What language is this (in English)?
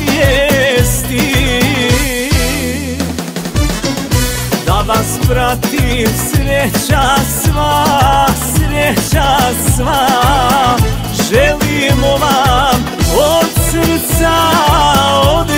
Croatian